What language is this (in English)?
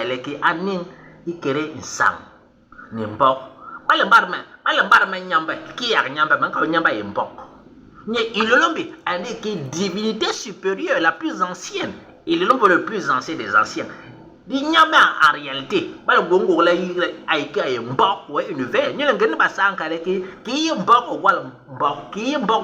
Basaa